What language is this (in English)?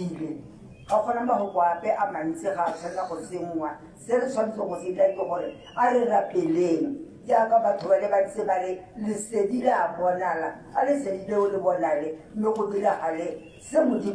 Tswana